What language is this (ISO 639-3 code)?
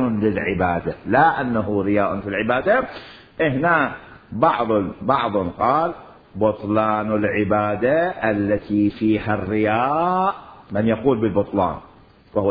acm